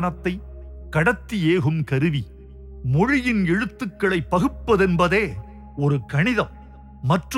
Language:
Tamil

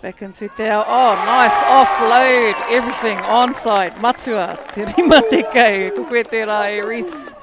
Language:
Māori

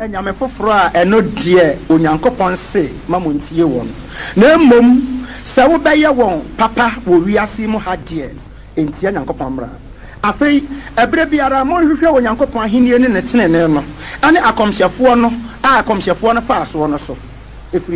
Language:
Akan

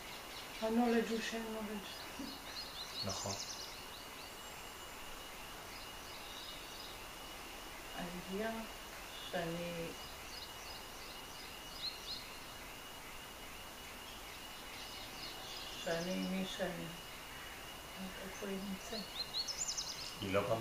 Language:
Hebrew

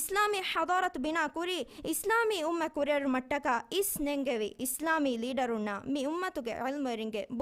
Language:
Divehi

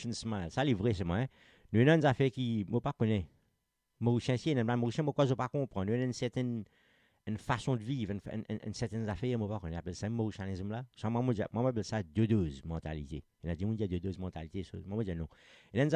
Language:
Morisyen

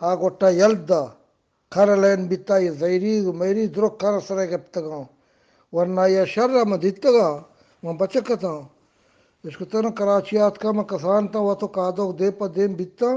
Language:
Eastern Balochi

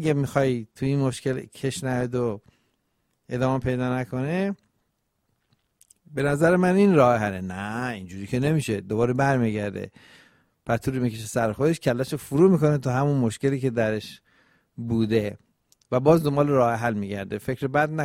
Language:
Persian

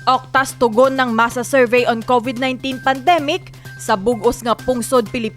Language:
Hiligaynon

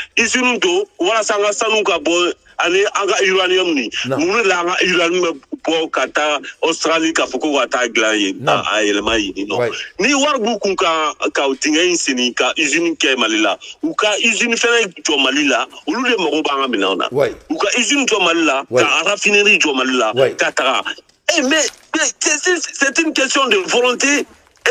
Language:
Bambara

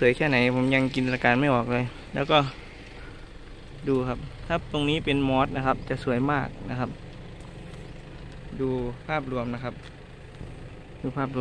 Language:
Thai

